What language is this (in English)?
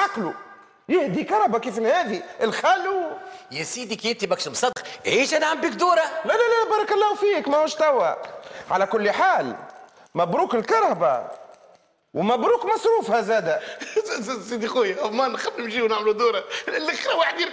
Tunisian Arabic